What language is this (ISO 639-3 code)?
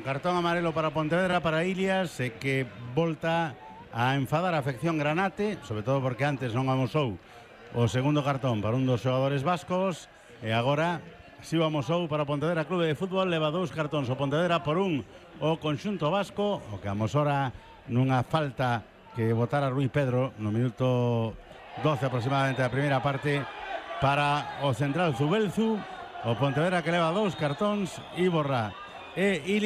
glg